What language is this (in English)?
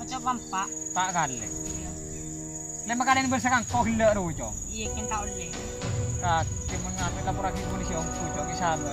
Madurese